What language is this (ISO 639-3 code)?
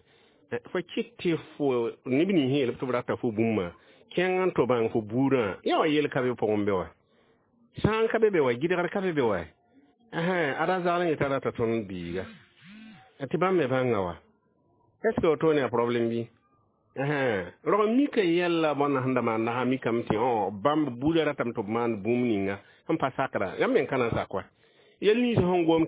mos